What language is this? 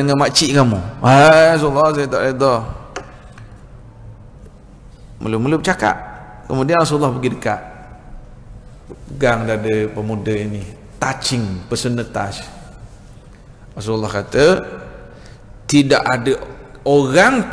Malay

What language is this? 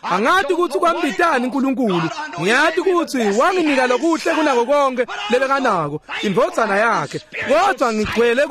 Swati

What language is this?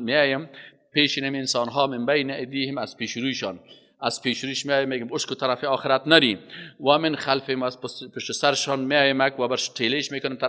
Persian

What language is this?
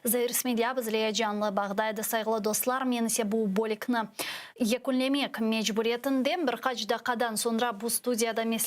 Crimean Tatar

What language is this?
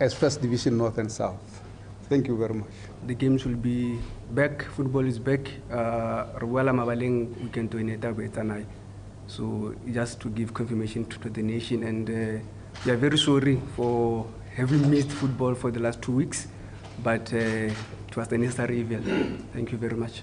Tswana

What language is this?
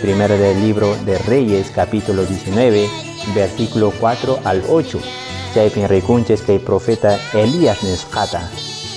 Quechua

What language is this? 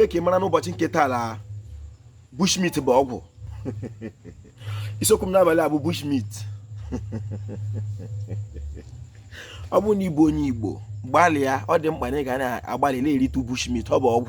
Igbo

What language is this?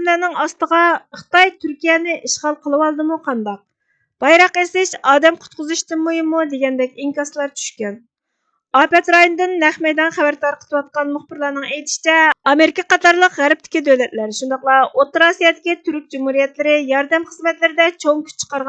Uyghur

